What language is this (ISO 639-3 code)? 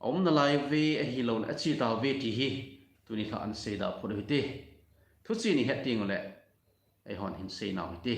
tcz